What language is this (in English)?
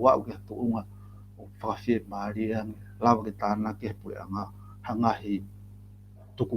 Tongan